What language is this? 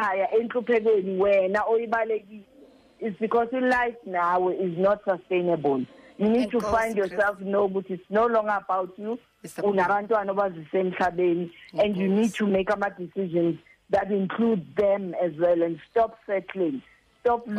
Xhosa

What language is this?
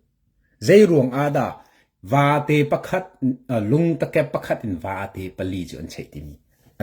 Hakha Chin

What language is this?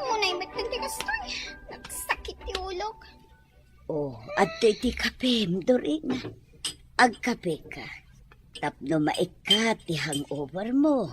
Iloko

